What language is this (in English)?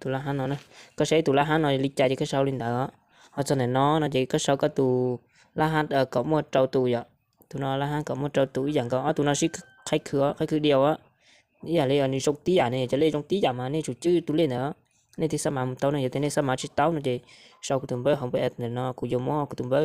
Hmong